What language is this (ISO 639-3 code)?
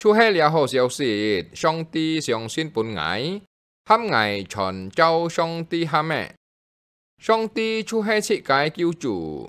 hak